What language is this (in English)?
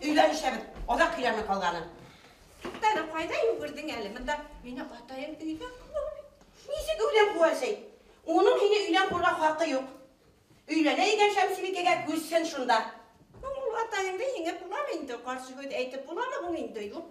Bashkir